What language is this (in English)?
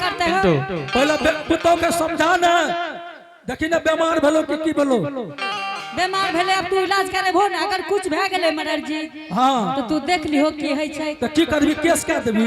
Angika